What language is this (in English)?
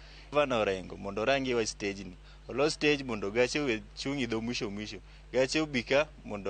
Luo (Kenya and Tanzania)